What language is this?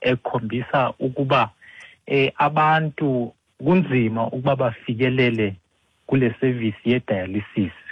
Xhosa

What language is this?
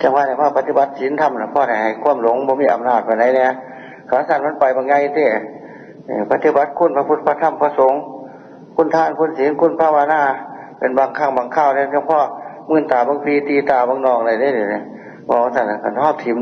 Northeastern Thai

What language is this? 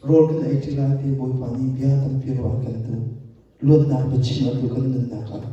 Hakha Chin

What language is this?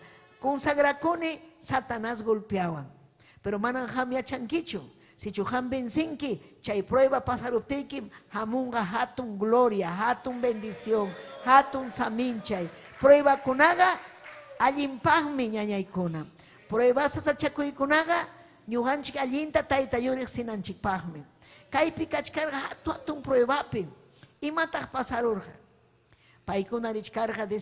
Ayacucho Quechua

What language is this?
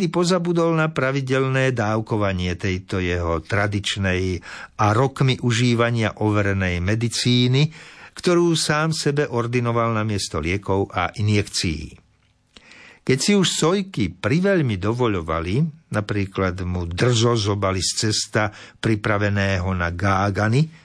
Slovak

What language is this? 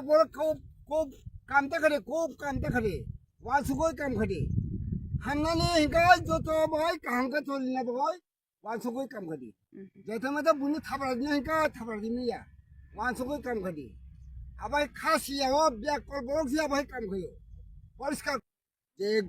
Kok Borok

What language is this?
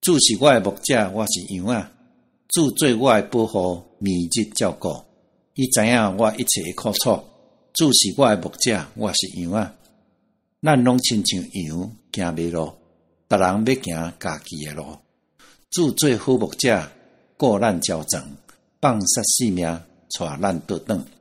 Min Nan Chinese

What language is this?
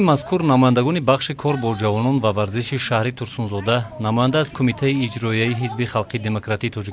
Tajik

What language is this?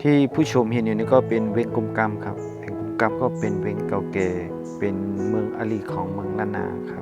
Shan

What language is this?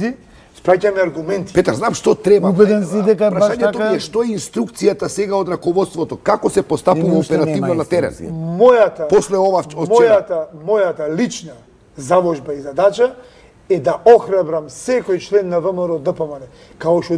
Macedonian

